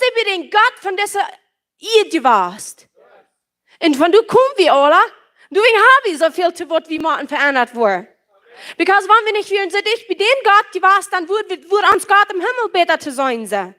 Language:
Plautdietsch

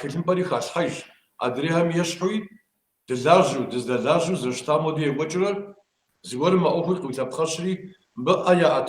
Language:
Kabardian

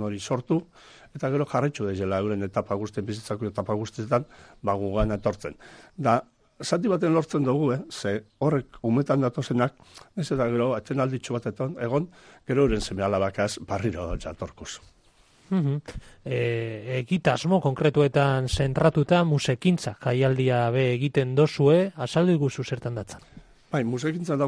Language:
Basque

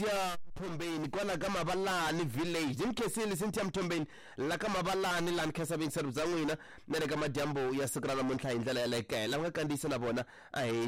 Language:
Tsonga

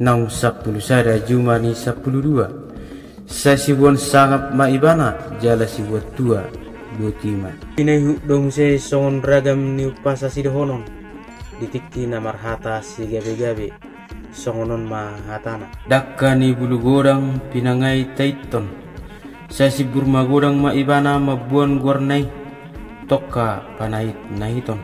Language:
Batak Toba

